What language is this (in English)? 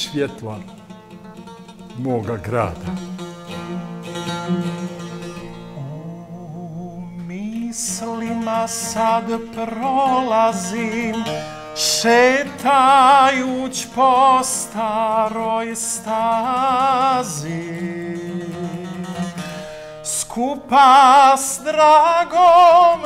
Bosnian